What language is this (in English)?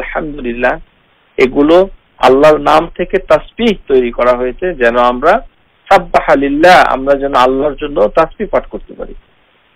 Bangla